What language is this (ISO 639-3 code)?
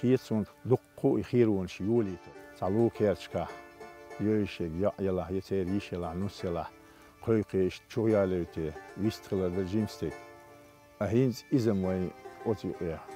che